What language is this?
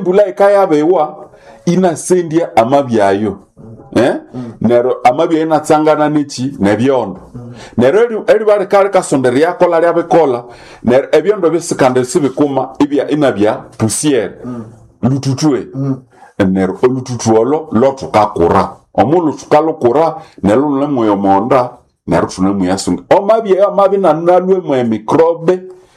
Nande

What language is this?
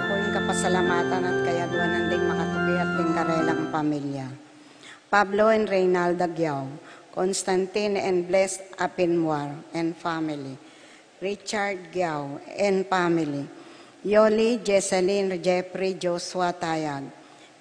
Pampanga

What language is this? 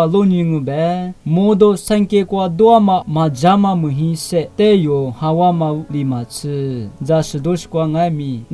Lisu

